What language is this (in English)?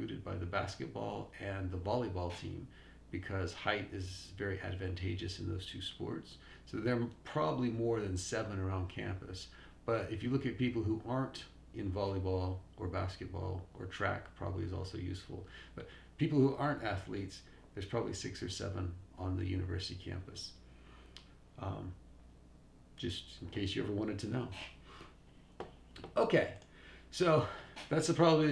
English